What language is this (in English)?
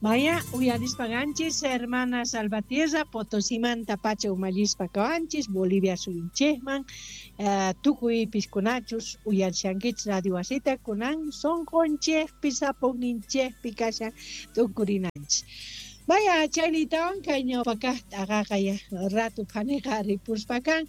South Bolivian Quechua